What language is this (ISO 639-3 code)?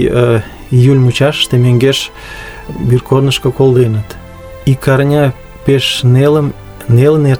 chm